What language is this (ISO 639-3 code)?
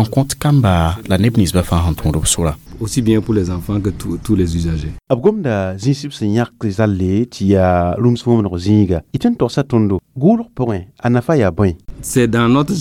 mos